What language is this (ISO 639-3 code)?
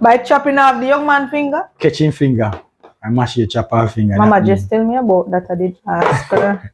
jam